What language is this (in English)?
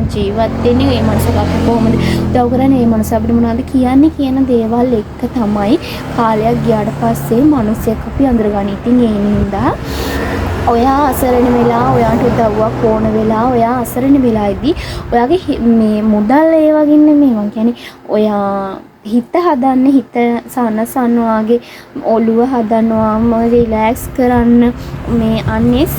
Sinhala